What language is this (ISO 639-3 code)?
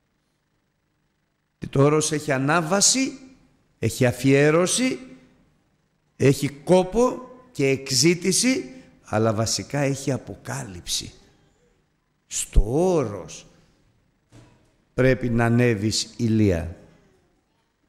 ell